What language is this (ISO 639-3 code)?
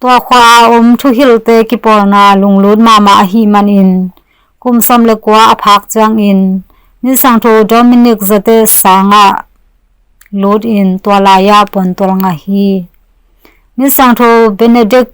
ctd